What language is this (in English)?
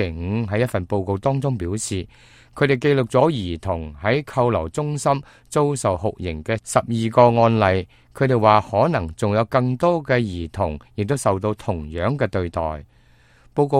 Cantonese